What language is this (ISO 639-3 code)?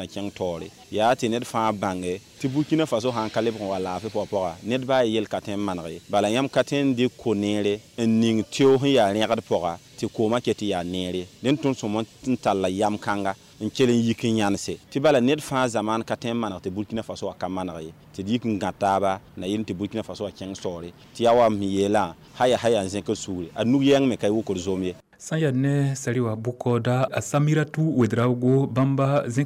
mos